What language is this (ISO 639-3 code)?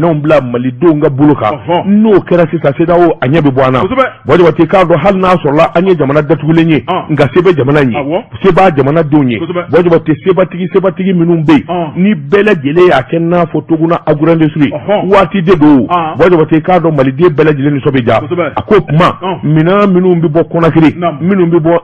bam